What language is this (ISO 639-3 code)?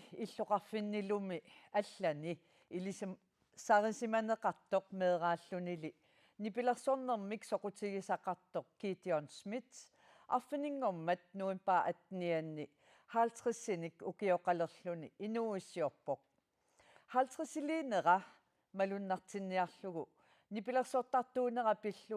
kal